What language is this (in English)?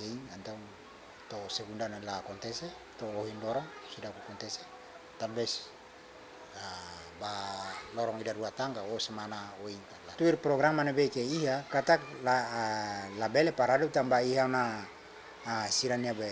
Tetum